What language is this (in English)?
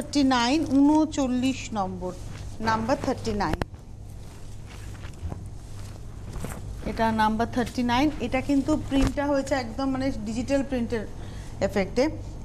Bangla